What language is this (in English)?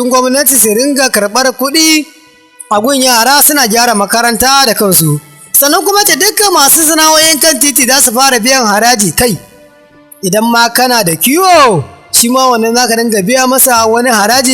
Hausa